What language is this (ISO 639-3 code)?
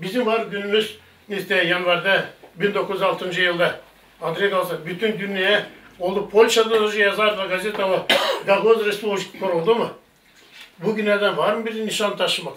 gag